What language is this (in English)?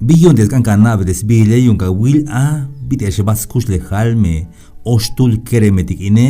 Tzeltal